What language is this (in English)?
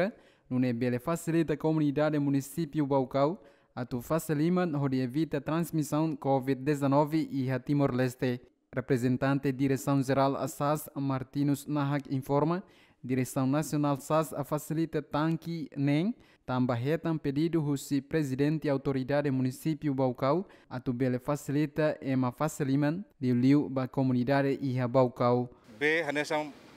Tetum